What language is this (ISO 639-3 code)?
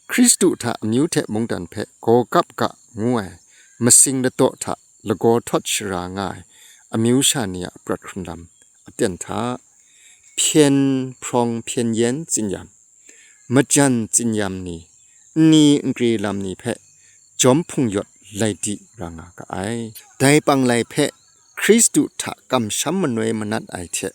kac